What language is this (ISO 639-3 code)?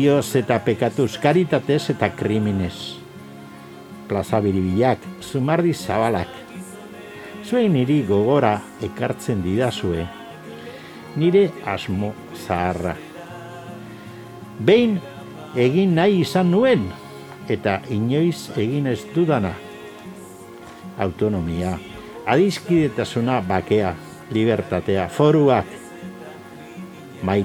eus